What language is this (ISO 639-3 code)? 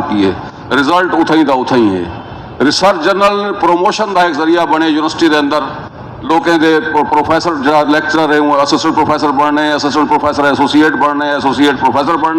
skr